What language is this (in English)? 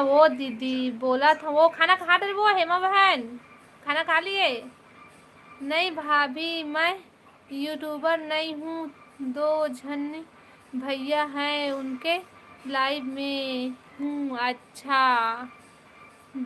Chhattisgarhi